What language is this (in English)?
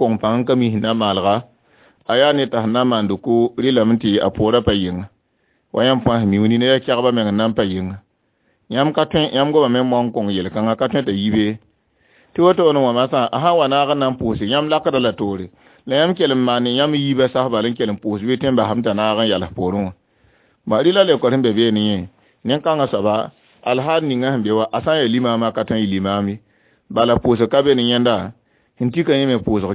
Mossi